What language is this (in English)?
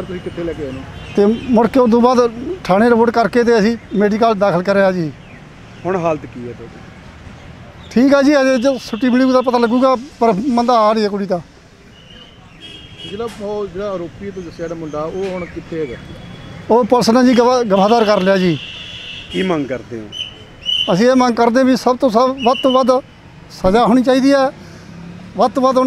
Punjabi